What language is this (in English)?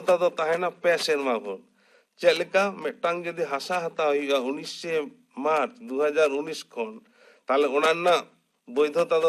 Santali